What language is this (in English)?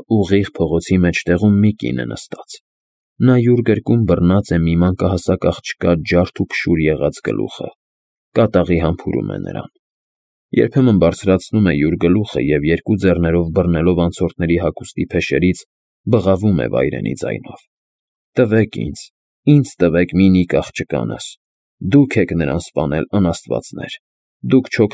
Armenian